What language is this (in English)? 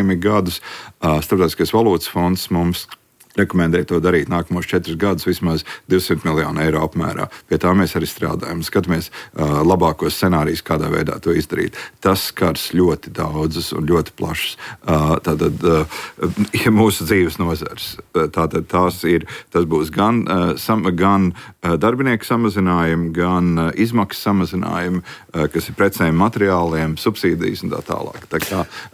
Latvian